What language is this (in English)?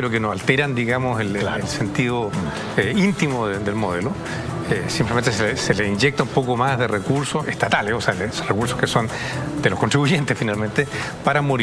Spanish